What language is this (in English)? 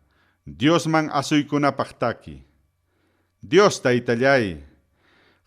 Ayacucho Quechua